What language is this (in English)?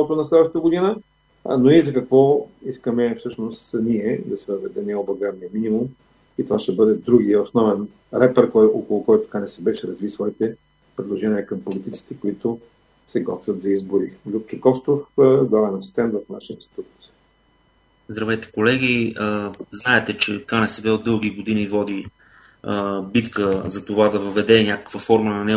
Bulgarian